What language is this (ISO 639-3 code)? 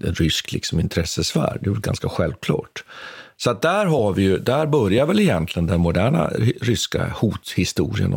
swe